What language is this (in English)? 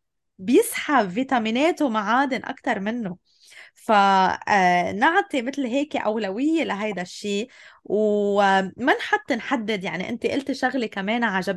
North Levantine Arabic